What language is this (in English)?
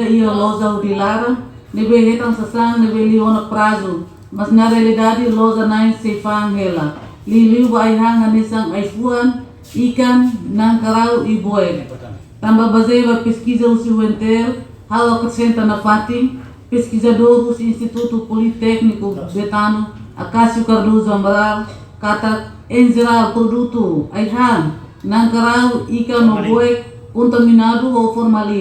Tetum